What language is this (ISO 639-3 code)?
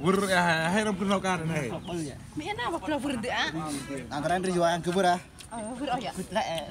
cmo